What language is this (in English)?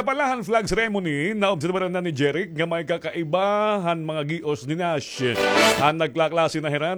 Waray